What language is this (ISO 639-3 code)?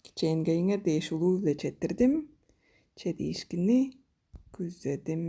tyv